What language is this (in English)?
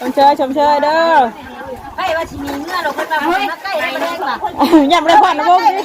Northeastern Thai